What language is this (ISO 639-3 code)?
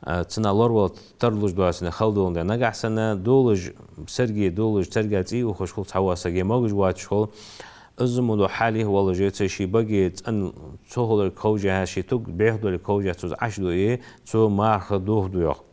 inh